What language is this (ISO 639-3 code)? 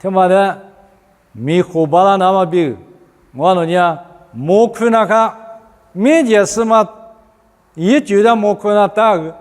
lis